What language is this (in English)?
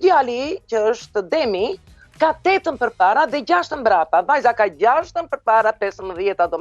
Albanian